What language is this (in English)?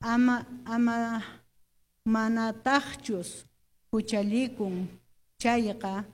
Quechua